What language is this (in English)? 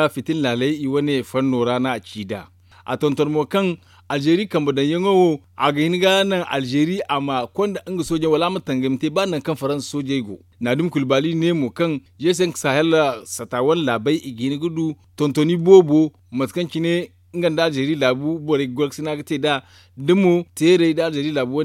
Zarma